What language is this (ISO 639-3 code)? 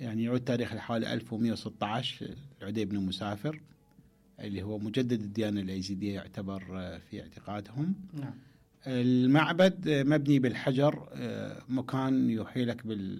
acm